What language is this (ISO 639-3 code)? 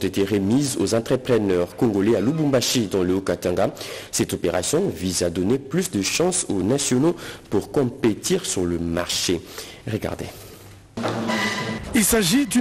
fra